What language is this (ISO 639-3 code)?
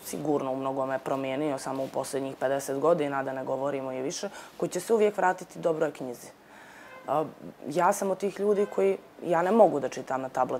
bos